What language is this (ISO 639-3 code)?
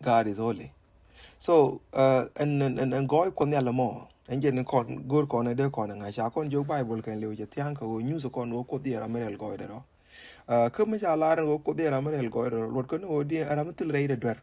nus